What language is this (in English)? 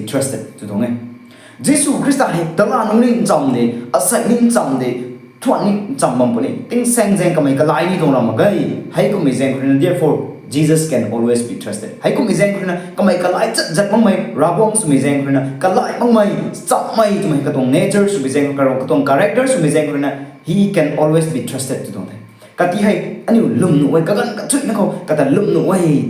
Rongmei Naga